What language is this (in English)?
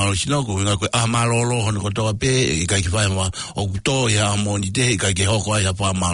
Tongan